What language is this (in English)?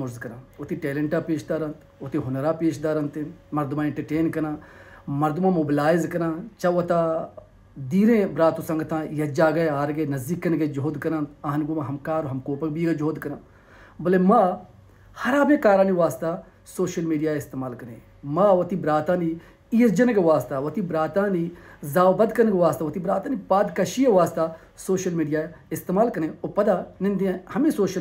Baluchi